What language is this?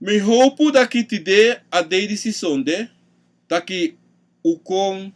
Sranan Tongo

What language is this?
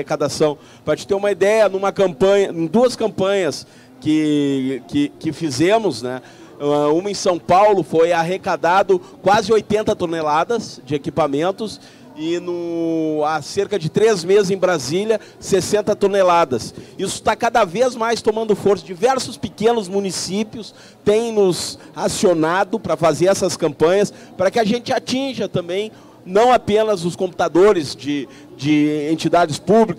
Portuguese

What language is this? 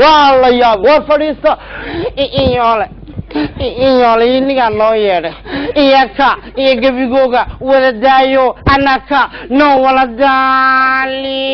Somali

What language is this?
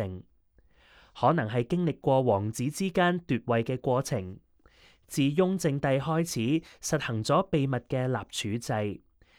Cantonese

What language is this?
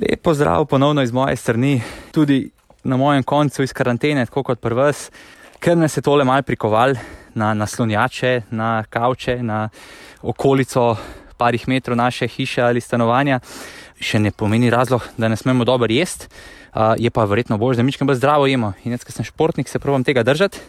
Slovenian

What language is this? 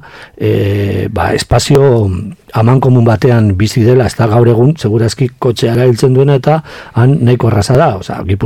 Basque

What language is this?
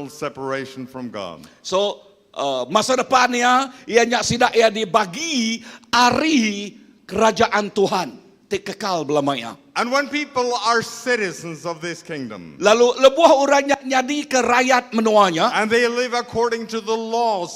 Iban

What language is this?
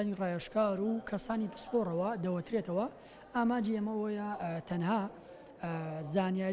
Central Kurdish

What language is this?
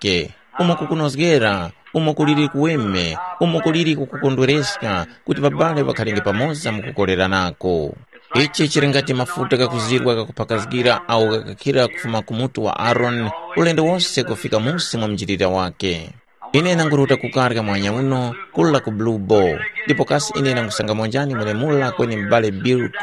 Tumbuka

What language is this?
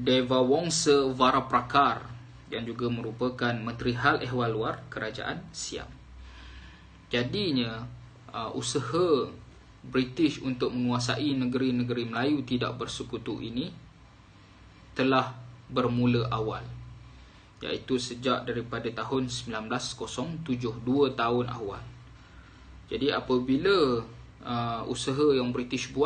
Malay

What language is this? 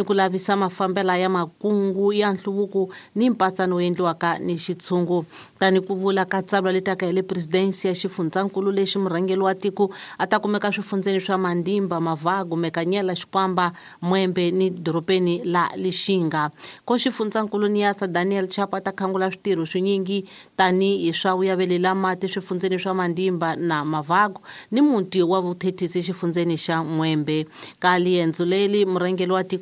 Tsonga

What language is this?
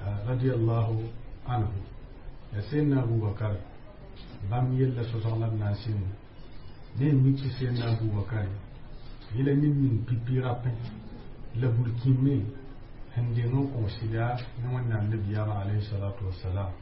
Mossi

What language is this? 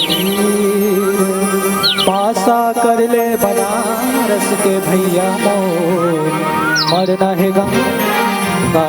Chhattisgarhi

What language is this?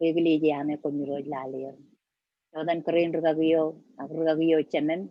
Marshallese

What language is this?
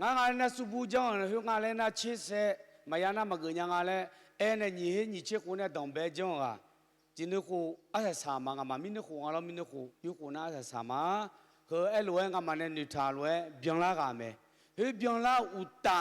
Akha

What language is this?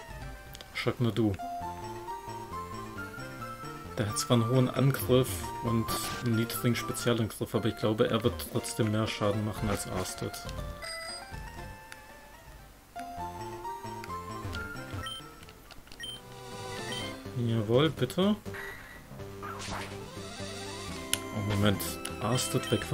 German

